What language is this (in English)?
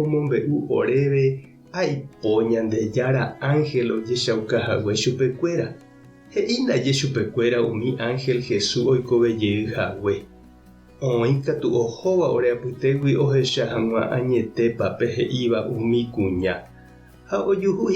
Guarani